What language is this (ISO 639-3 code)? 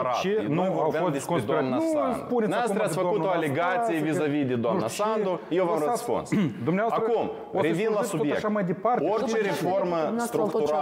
ron